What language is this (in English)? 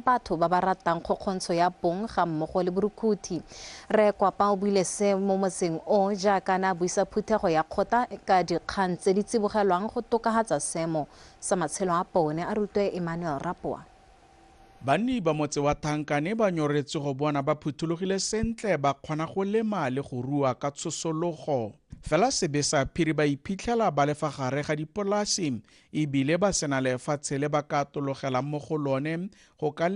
Tswana